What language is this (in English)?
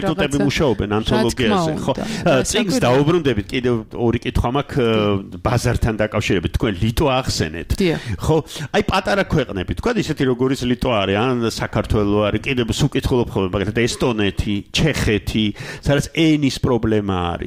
Georgian